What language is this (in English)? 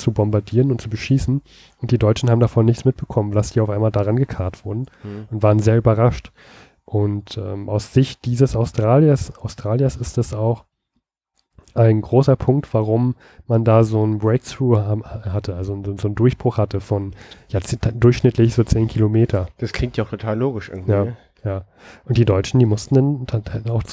German